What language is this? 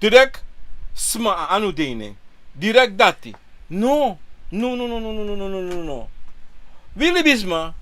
Sranan Tongo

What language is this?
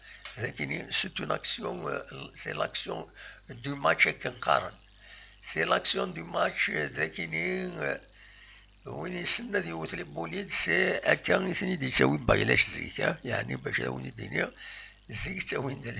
Kabyle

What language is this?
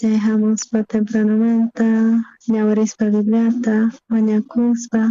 South Bolivian Quechua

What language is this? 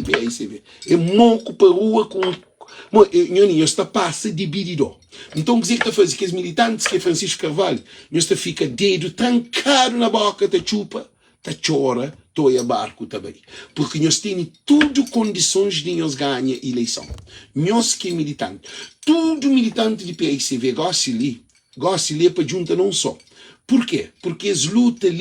Kabuverdianu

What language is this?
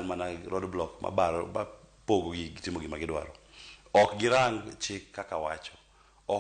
Luo (Kenya and Tanzania)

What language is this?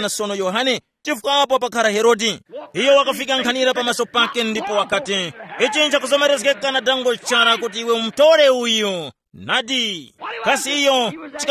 Tumbuka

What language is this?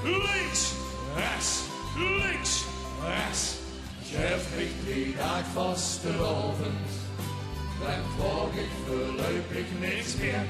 Limburgish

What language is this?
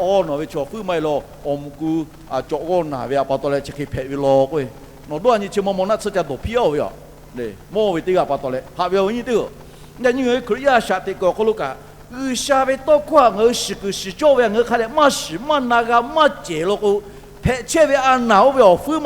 Lahu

